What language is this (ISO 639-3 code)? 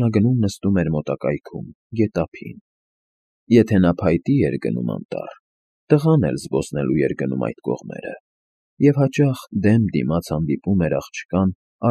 hye